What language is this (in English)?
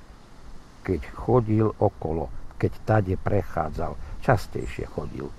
Slovak